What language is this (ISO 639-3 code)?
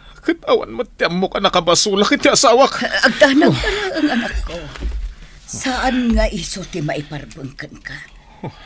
ilo